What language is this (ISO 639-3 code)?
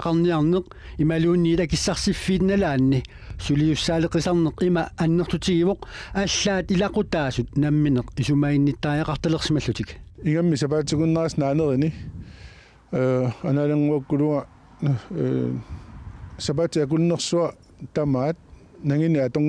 kal